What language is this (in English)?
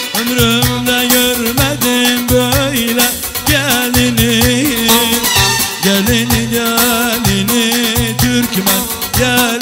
Turkish